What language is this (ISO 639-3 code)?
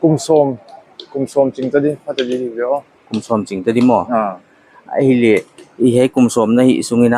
pck